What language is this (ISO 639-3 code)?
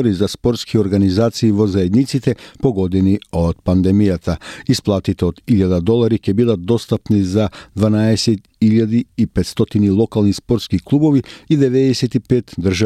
mkd